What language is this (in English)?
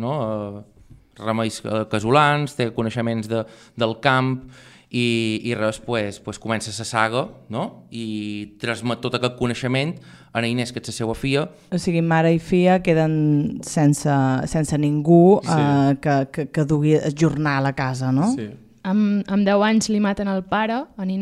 Catalan